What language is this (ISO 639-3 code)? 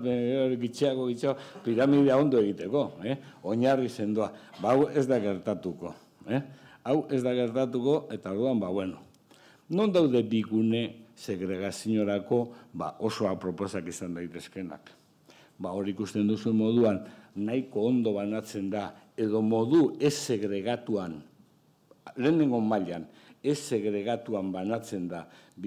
eus